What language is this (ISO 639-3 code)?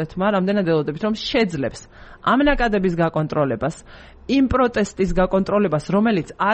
kat